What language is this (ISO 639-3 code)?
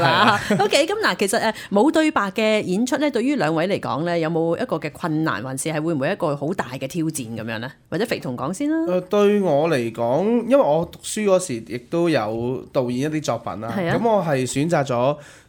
yue